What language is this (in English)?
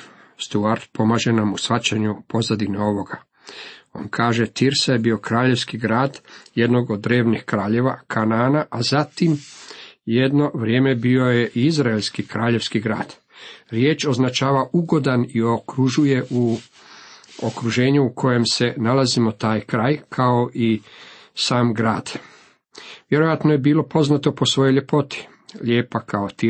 Croatian